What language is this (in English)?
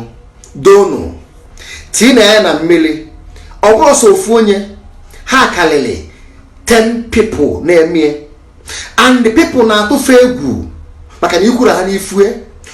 Igbo